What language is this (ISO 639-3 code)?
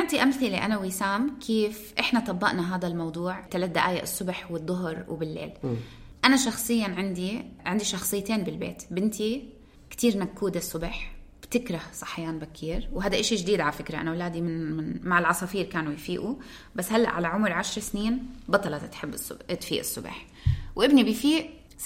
apc